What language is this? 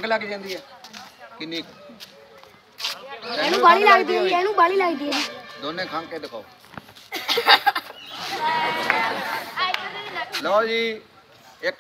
Punjabi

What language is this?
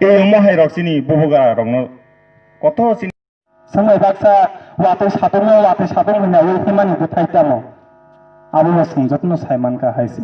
Kok Borok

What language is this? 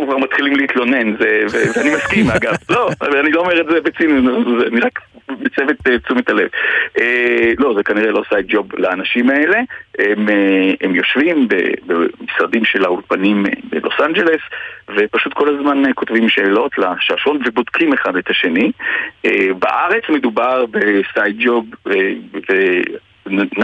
Hebrew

